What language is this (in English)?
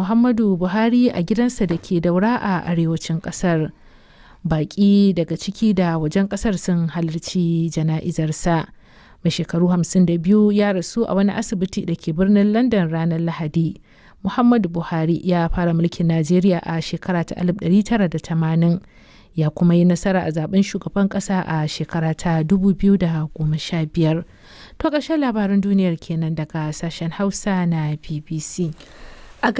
Hausa